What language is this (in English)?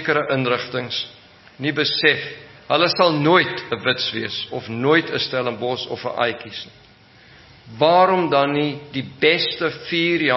Afrikaans